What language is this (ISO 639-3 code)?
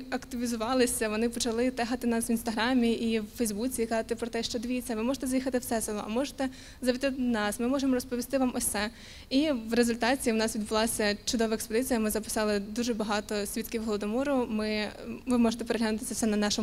ukr